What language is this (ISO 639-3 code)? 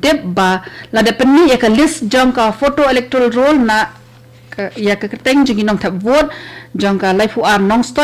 kha